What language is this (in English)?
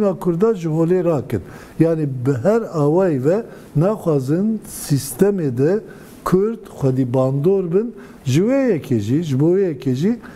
Kurdish